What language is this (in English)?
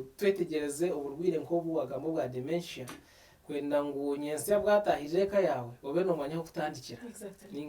Nyankole